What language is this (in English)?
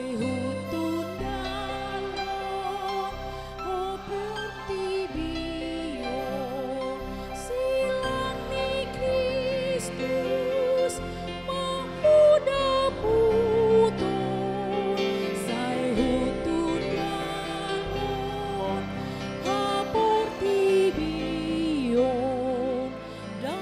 Batak Toba